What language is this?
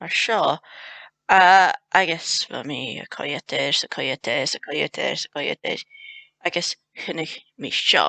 Scottish Gaelic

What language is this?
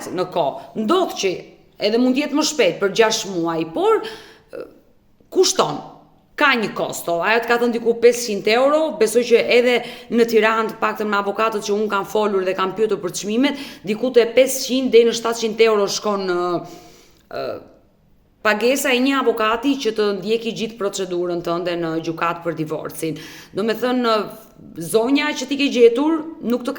Albanian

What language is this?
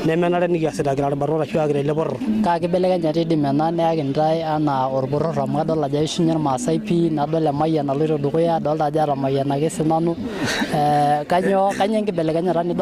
Masai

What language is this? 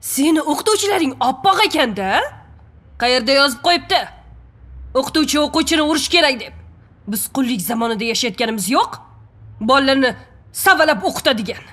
Uzbek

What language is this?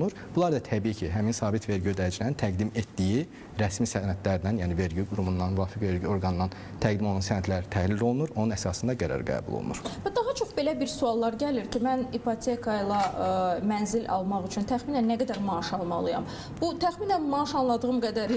Azerbaijani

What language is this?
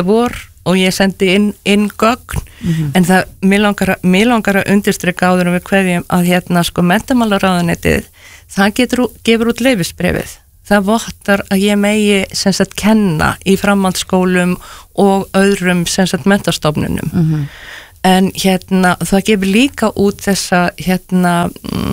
Icelandic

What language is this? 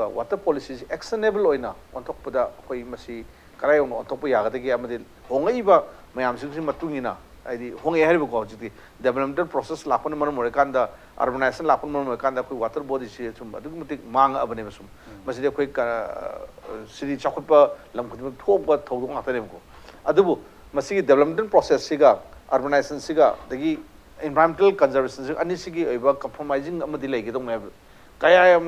Manipuri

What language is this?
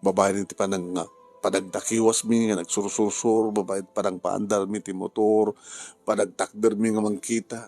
Iloko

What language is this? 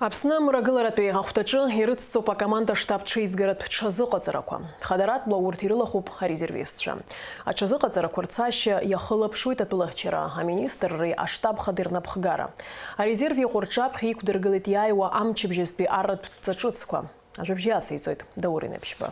Abkhazian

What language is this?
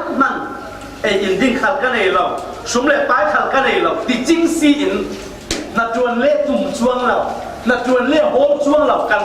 Falam Chin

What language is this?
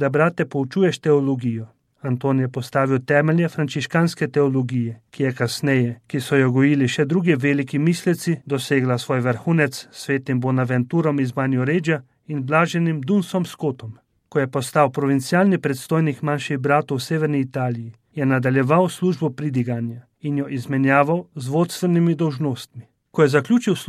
Slovenian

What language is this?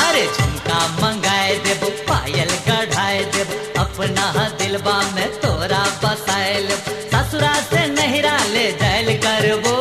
Maithili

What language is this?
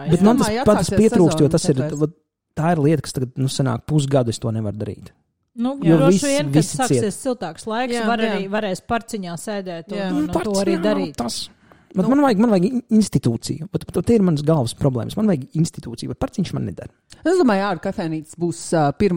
Latvian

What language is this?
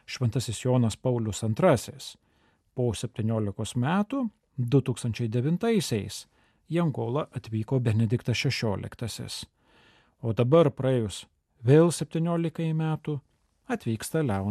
Lithuanian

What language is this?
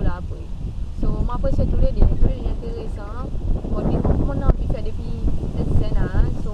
Seselwa Creole French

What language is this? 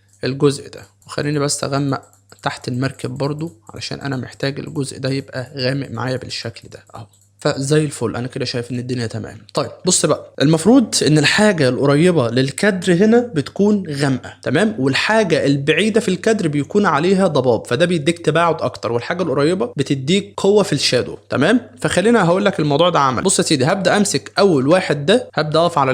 Egyptian Arabic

